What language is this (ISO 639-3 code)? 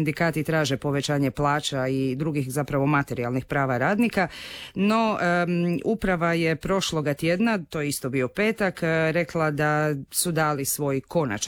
hrv